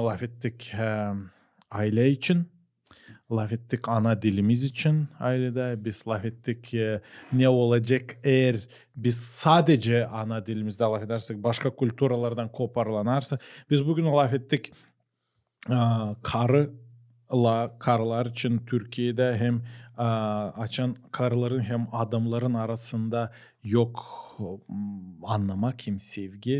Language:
Gagauz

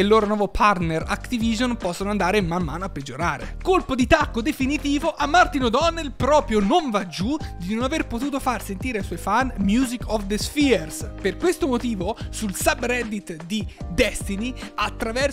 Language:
Italian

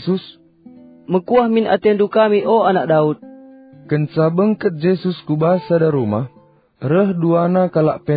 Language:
Batak Karo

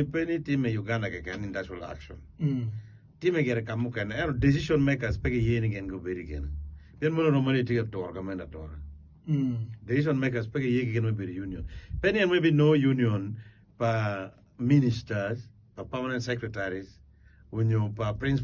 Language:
Acoli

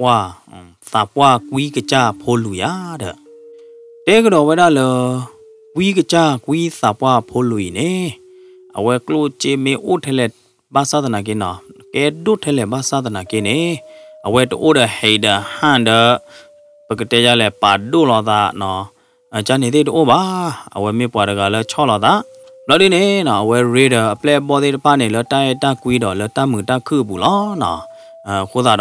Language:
S'gaw Karen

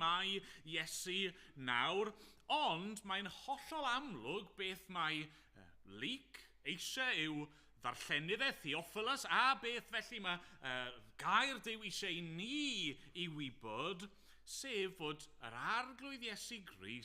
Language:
Welsh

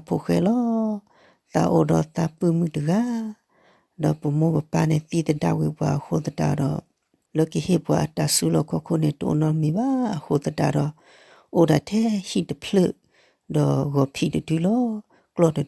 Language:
S'gaw Karen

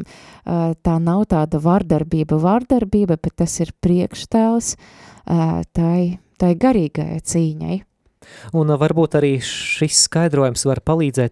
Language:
Latvian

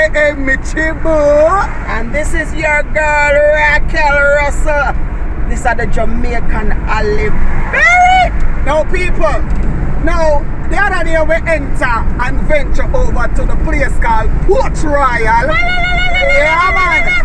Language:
Jamaican Creole English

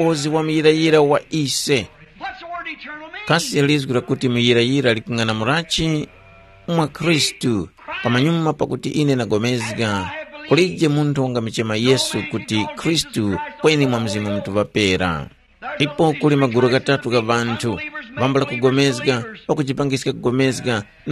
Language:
Tumbuka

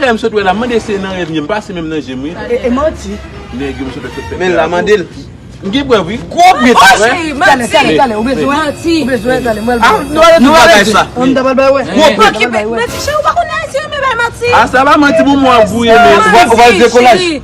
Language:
Haitian Creole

